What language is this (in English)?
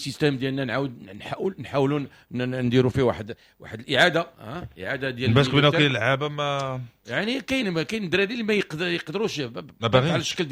Moroccan Arabic